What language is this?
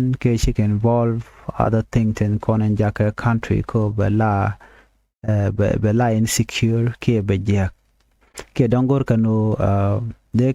Nuer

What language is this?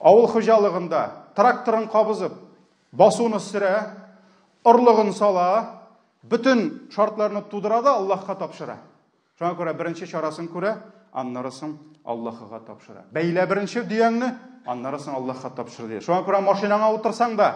Tatar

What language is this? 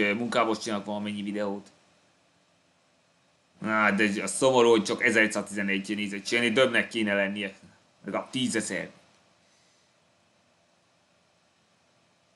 Hungarian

